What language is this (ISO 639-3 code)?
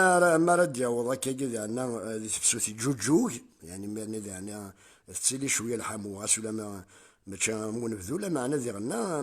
kab